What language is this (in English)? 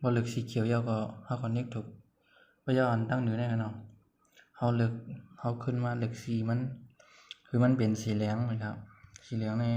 Shan